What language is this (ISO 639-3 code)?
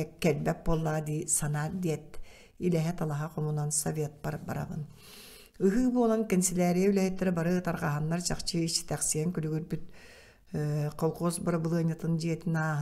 sah